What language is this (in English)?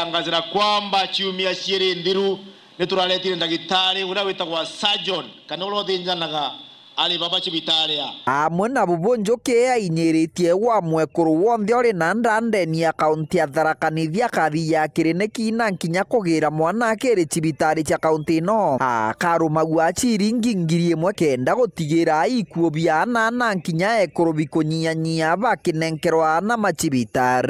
Meru